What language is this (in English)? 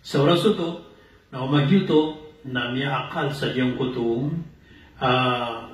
Maranao